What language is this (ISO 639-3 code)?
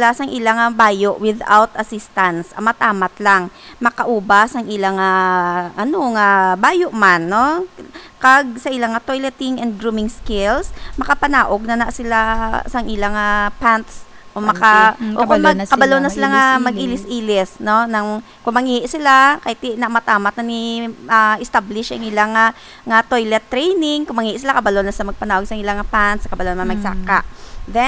hil